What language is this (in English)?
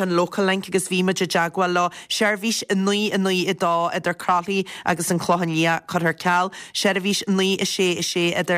Irish